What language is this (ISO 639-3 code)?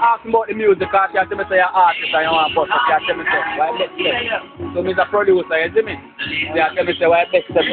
jam